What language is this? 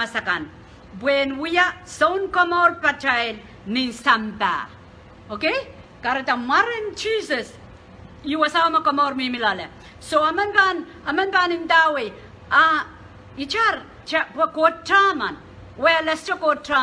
Pohnpeian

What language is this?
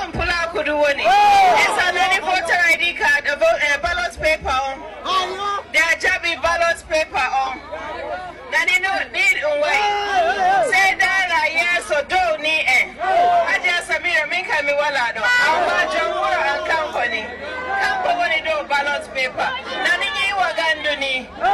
Nigerian Fulfulde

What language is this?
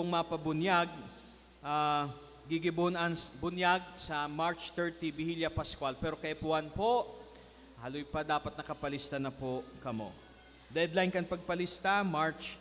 Bikol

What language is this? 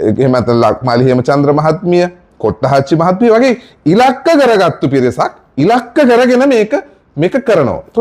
Sinhala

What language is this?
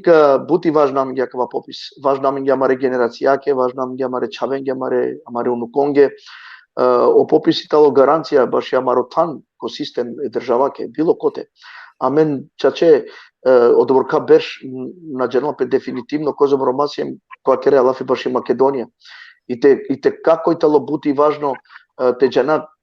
Balkan Romani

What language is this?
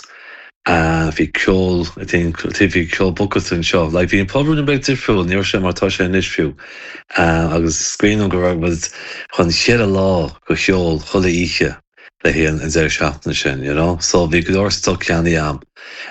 Irish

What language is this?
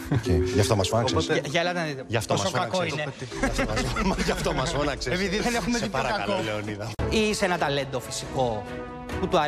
Greek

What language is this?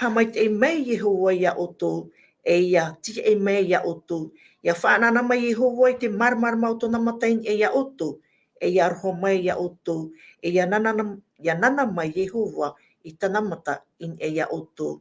Tahitian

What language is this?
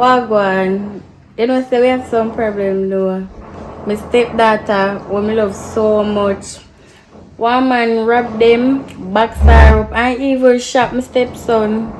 Jamaican Creole English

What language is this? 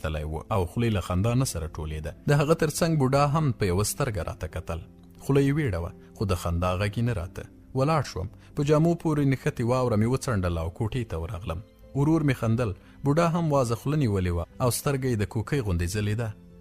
Pashto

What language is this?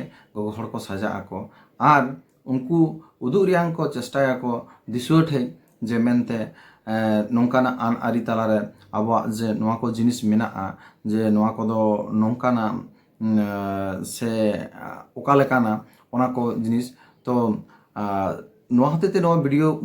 Santali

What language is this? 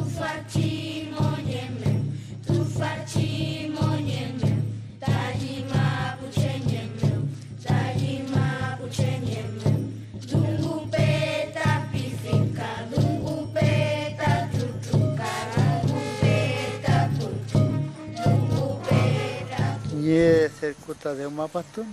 Mapuche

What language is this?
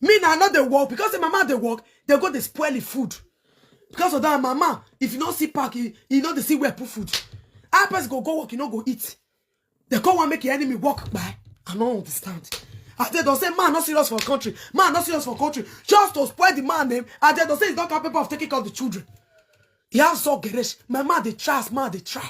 Nigerian Pidgin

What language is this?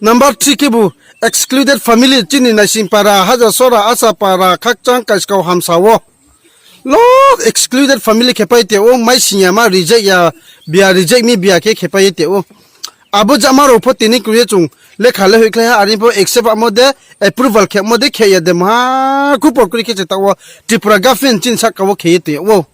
Riang (India)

